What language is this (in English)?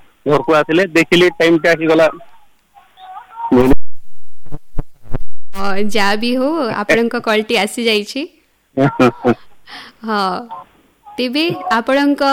Odia